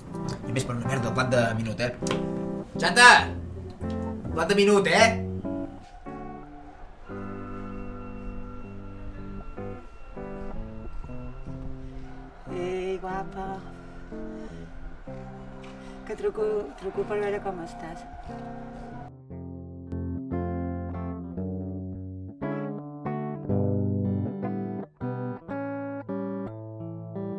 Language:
Catalan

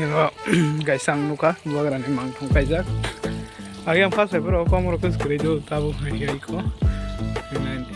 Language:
Kok Borok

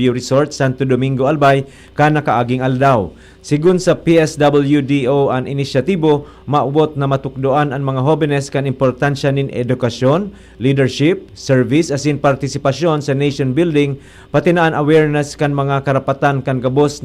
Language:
Bikol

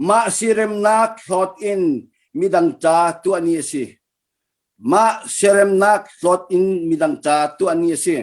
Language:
Hakha Chin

